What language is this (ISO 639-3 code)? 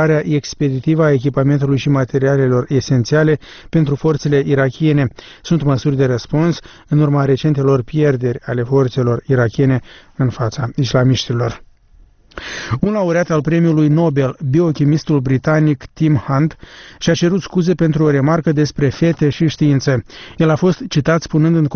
ron